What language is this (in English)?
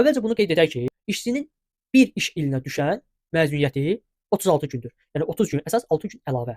Azerbaijani